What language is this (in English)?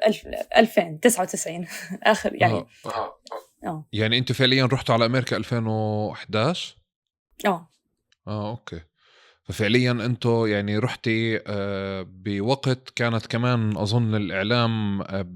North Levantine Arabic